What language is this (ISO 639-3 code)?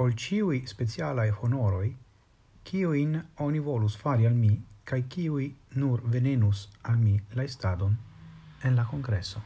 epo